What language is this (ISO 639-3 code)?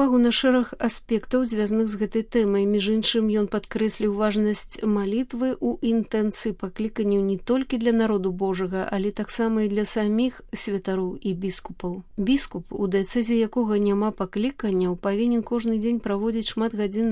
bel